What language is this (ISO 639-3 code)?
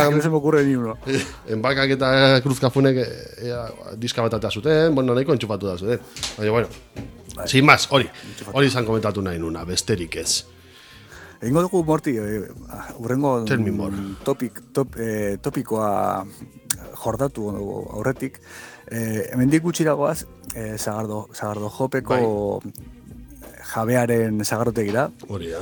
eus